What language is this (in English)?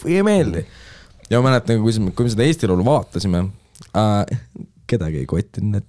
Estonian